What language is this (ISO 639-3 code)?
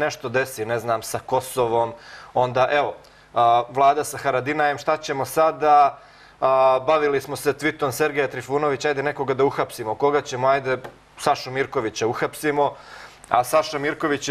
srp